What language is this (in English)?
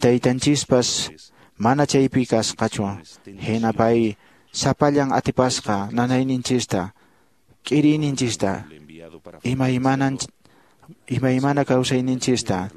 Quechua